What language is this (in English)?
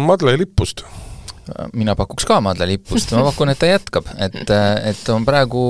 Estonian